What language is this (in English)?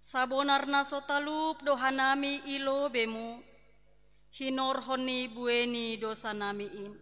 Batak Simalungun